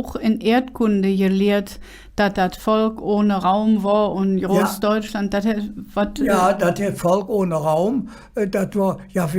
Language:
Colognian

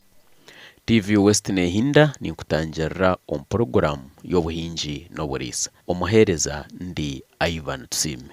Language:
Nyankole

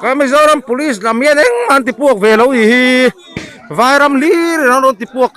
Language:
Mizo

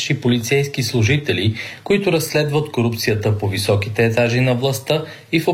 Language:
Bulgarian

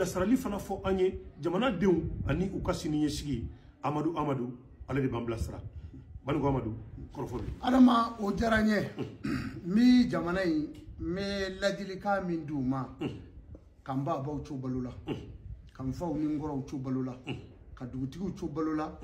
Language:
Bambara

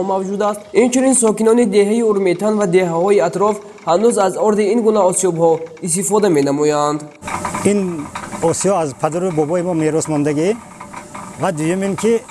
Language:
Tajik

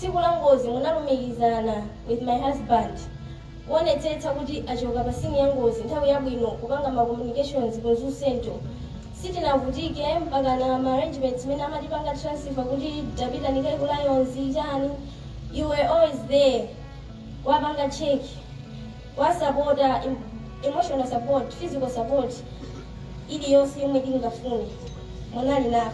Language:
Nyanja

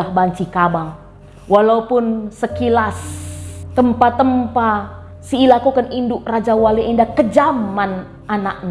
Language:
Batak Karo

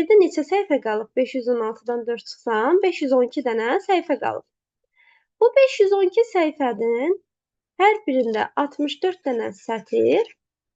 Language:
Azerbaijani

